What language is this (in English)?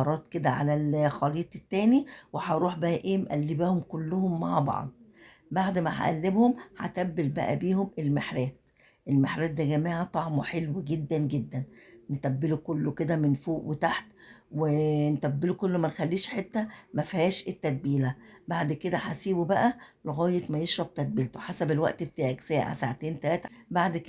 Egyptian Arabic